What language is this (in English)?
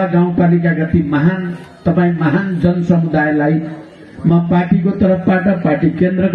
Nepali